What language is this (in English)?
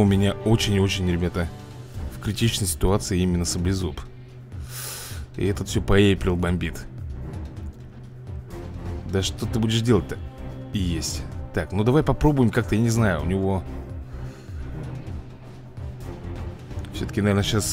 Russian